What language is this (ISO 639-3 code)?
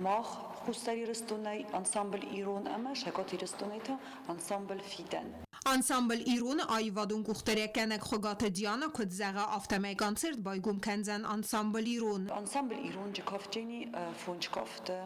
oss